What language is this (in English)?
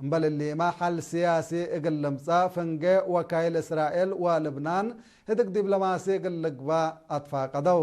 Tigre